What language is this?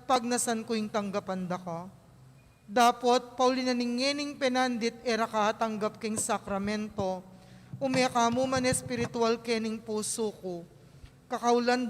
Pampanga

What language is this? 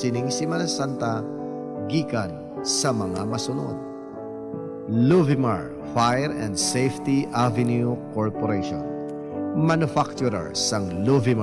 Hiligaynon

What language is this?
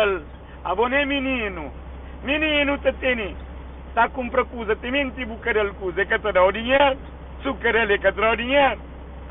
Kabuverdianu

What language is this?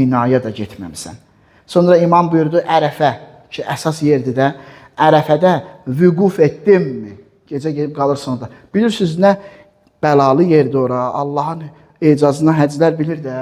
Azerbaijani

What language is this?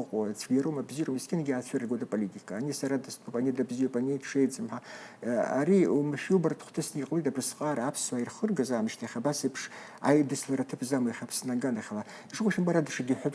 Abkhazian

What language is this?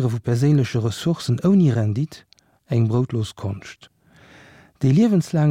Luxembourgish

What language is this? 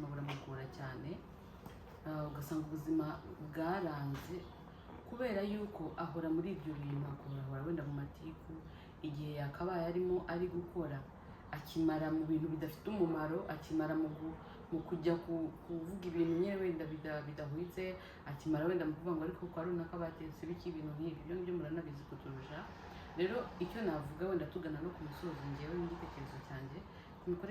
Kinyarwanda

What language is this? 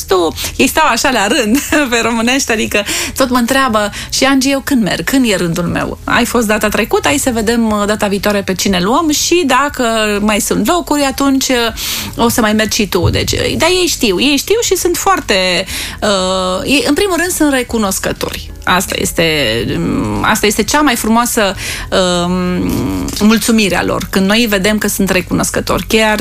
Romanian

